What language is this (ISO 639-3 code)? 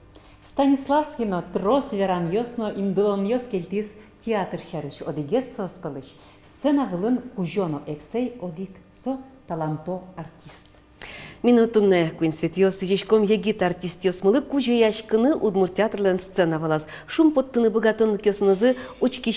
udm